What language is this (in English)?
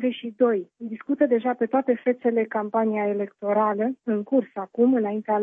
Romanian